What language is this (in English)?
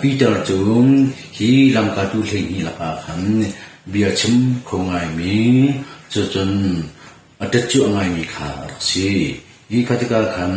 Hakha Chin